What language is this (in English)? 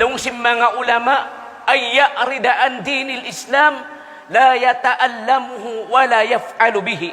Tausug